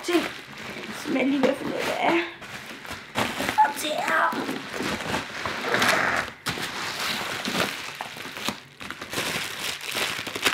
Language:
Danish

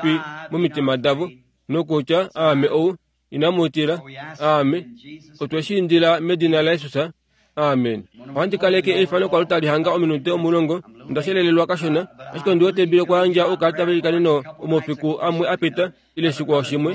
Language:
Kuanyama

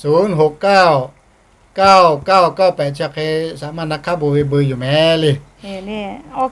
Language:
Lahu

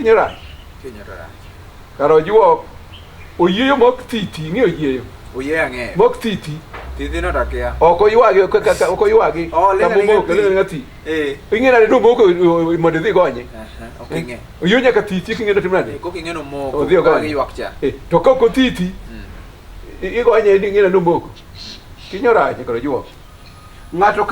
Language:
Luo (Kenya and Tanzania)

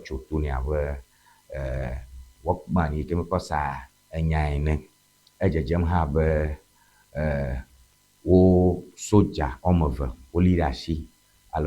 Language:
Ewe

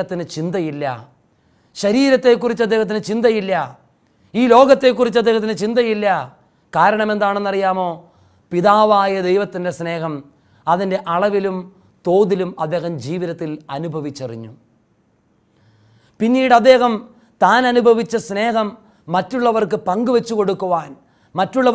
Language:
Malayalam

